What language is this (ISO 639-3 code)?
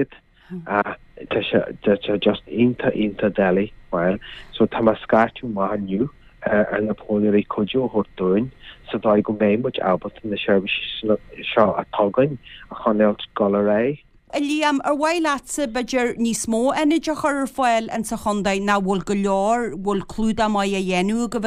gle